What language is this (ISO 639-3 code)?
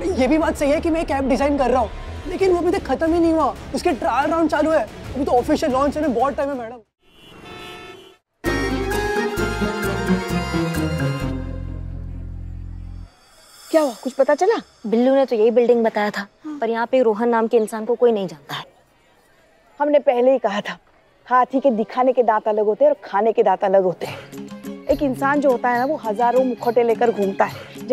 hin